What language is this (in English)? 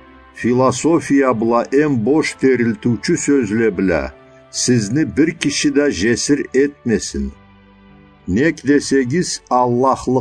Karachay-Balkar